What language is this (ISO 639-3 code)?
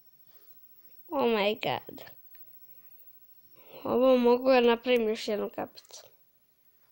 hrv